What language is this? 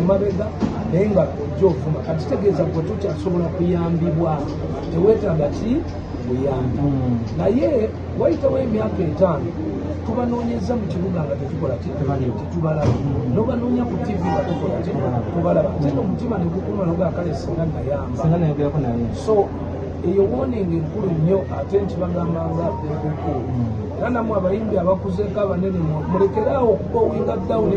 Ganda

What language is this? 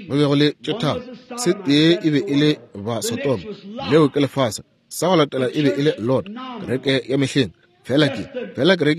Northern Sotho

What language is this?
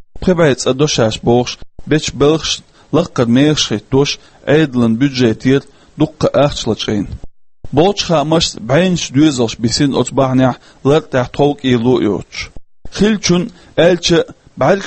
Chechen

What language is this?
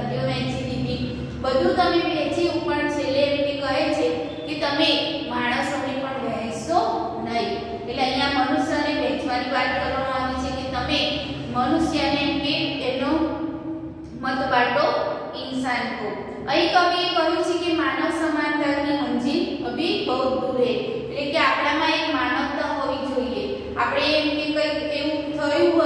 Gujarati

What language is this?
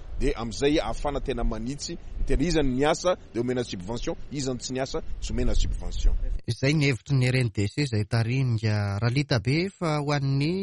Malagasy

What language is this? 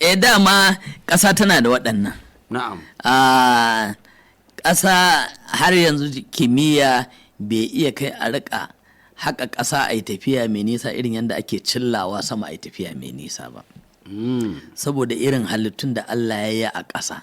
Hausa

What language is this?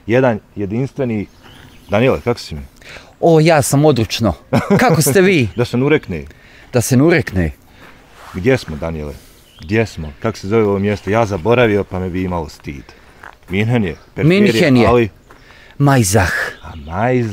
Bosnian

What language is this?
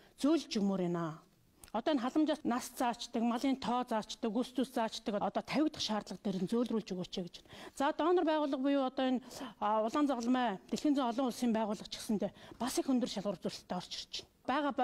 Mongolian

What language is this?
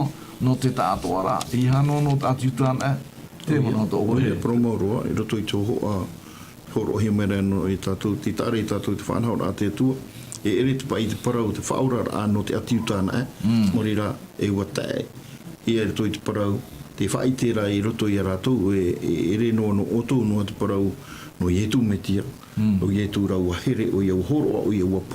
Tahitian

